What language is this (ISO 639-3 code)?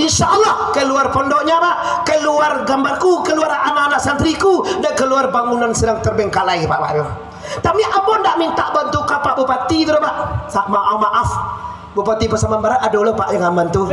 min